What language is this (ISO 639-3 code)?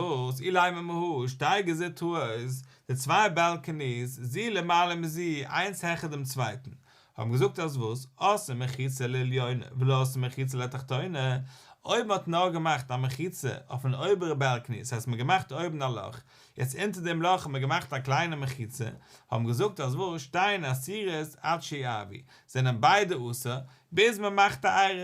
yid